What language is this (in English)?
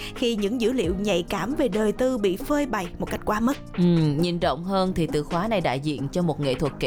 Vietnamese